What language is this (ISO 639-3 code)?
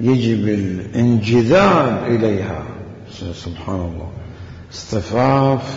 acm